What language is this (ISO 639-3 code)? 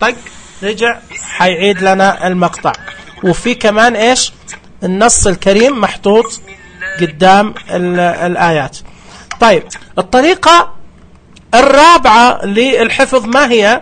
ars